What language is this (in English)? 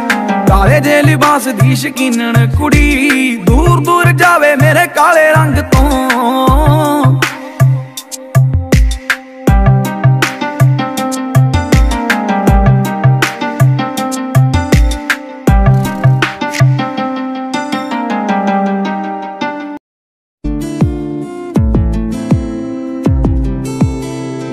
Punjabi